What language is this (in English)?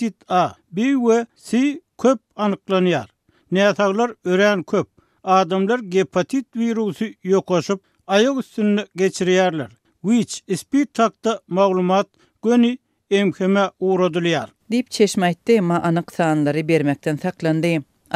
Turkmen